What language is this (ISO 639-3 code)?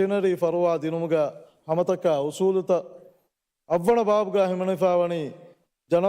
div